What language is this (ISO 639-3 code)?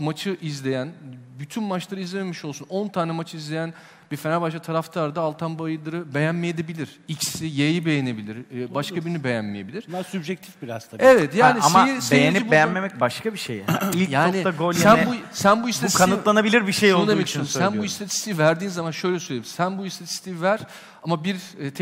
tur